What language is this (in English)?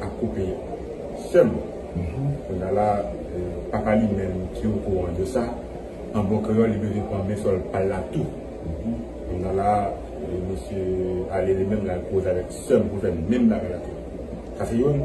Haitian Creole